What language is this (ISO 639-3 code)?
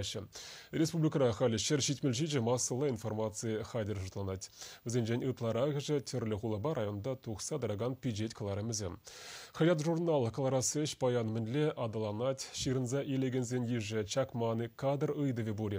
chv